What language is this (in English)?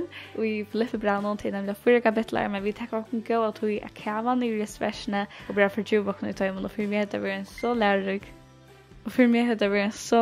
Faroese